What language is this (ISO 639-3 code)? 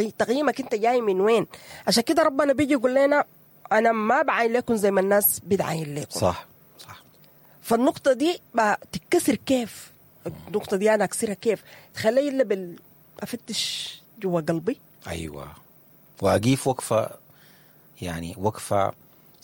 apd